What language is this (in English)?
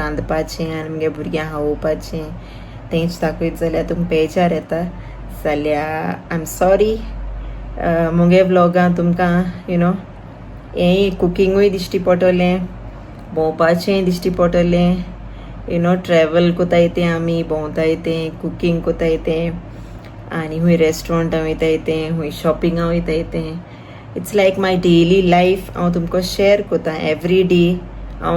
Konkani